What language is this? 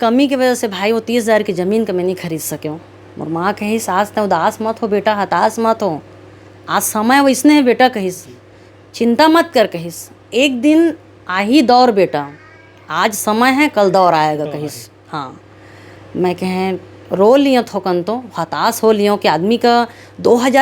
Chhattisgarhi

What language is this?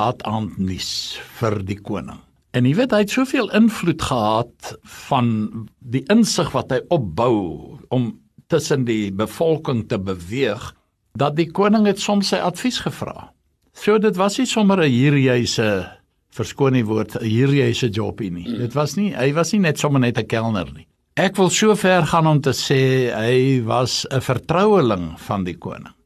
Afrikaans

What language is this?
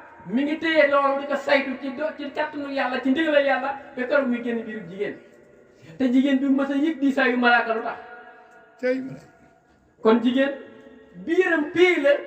Wolof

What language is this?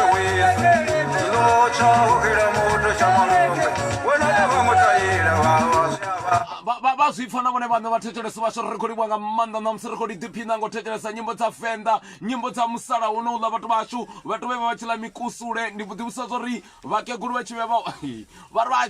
Venda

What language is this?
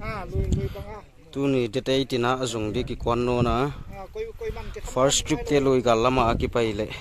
Paite Chin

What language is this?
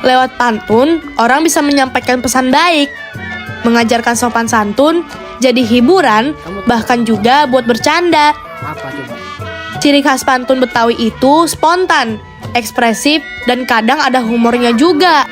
Betawi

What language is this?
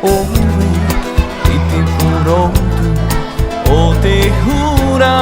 Tahitian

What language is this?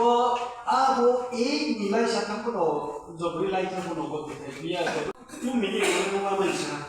Riang (India)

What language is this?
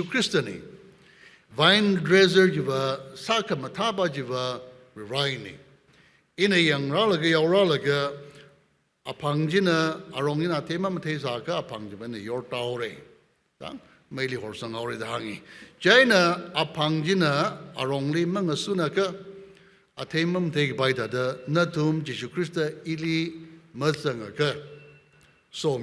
Tangkhul Naga (India)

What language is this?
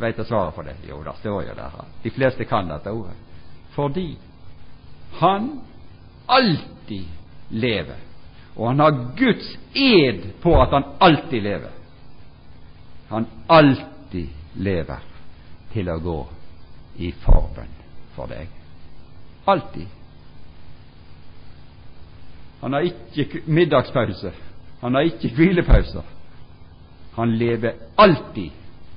Norwegian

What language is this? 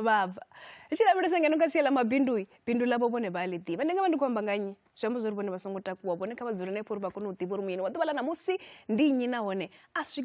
Venda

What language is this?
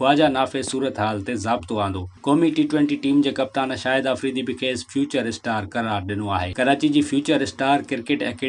Sindhi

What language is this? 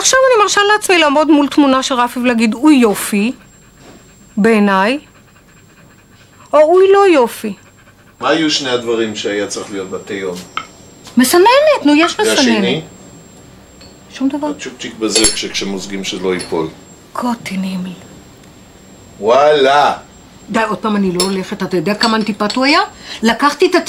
Hebrew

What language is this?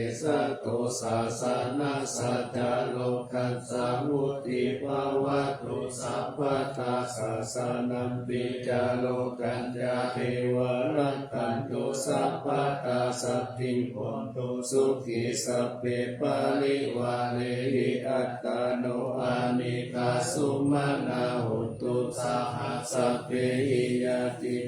Pali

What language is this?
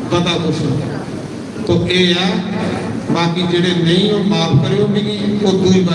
Dogri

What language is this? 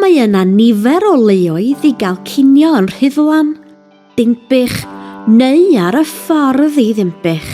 Welsh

